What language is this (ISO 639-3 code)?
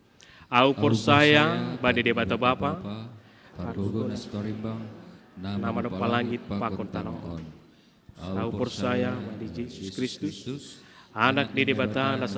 bts